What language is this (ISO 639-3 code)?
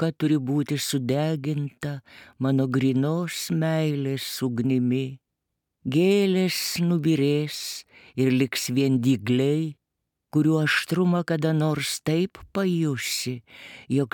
lit